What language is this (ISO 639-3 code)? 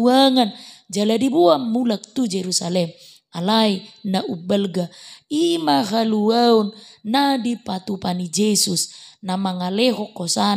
bbc